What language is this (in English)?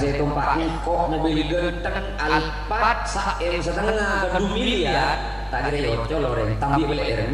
Madurese